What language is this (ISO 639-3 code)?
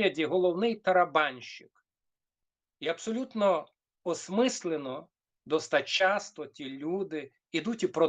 rue